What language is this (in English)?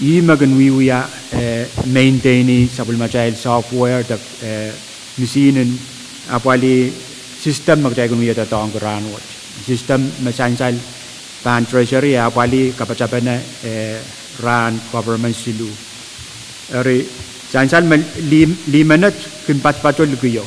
Pohnpeian